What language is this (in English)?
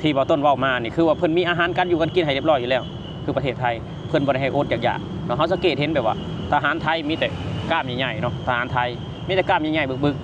Lao